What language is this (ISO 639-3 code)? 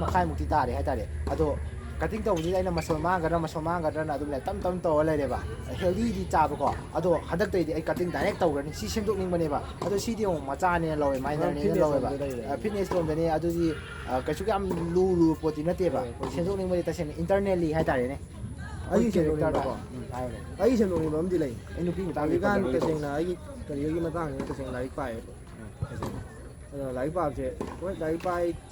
mni